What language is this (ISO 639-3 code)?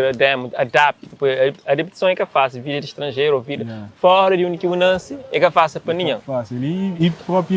kea